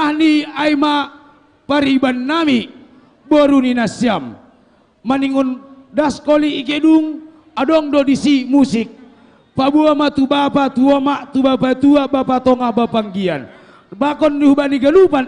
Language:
Batak Toba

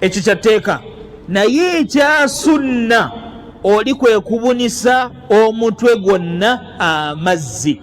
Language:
Ganda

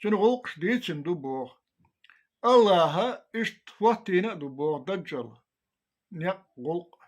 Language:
Chechen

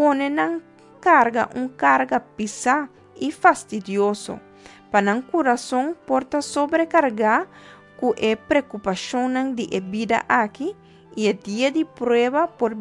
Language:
Papiamento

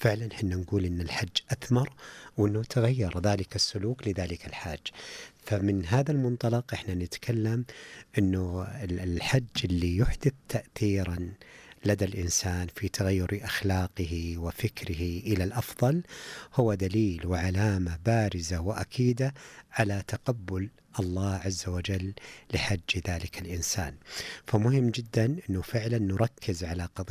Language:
Najdi Arabic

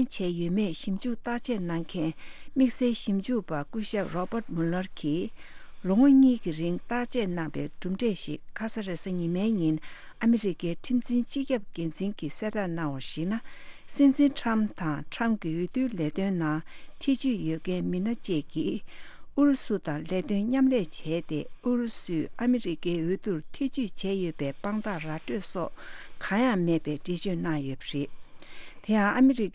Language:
Tibetan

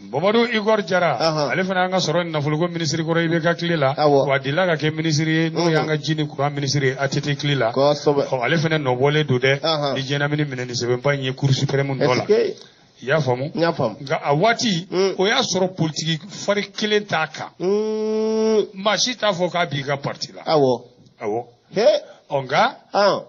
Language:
Bambara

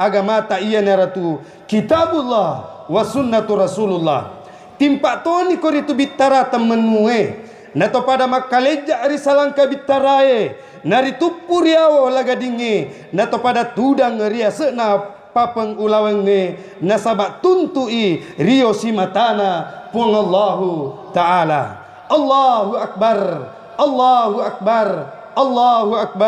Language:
Buginese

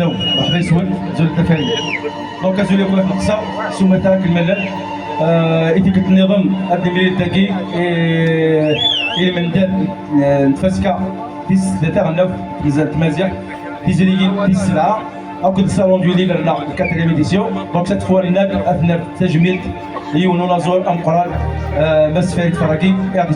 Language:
Kabyle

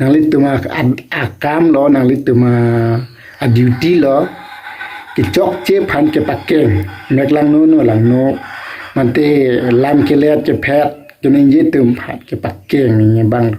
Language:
Karbi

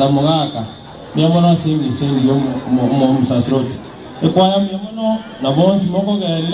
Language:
Gusii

